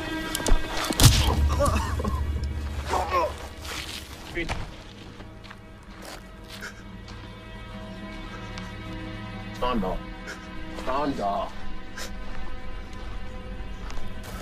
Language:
Afrikaans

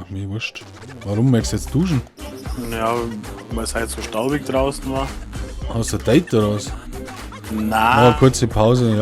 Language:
Bavarian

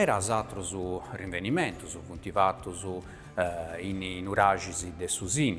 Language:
Sardinian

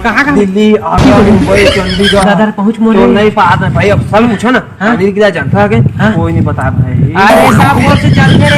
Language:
Chhattisgarhi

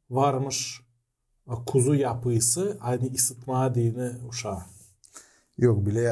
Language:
Gagauz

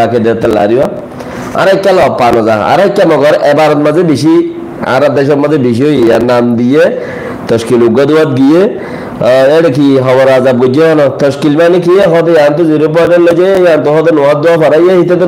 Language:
Rohingya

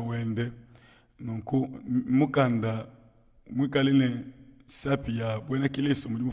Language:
Luba-Lulua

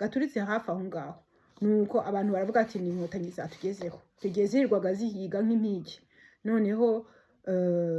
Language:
Kinyarwanda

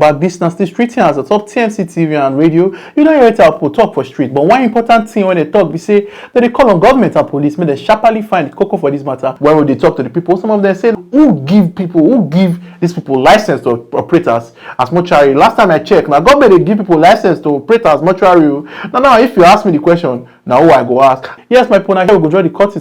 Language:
Nigerian Pidgin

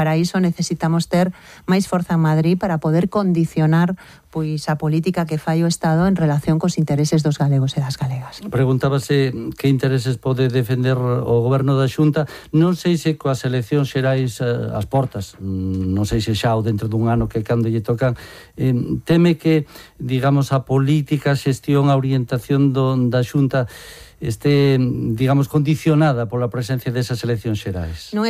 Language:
Galician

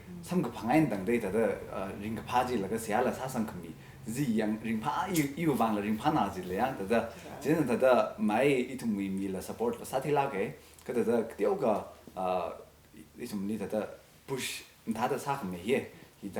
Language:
Tangkhul Naga (India)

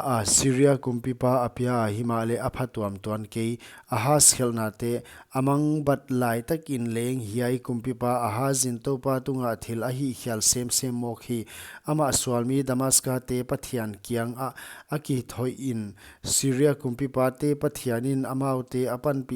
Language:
Paite Chin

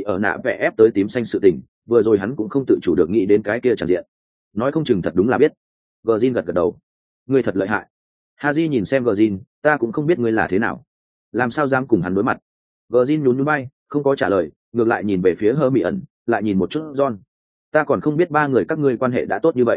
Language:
Vietnamese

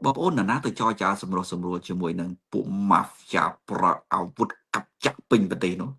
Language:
Khmer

